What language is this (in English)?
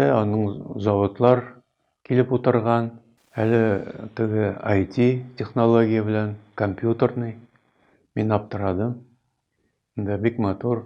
Tatar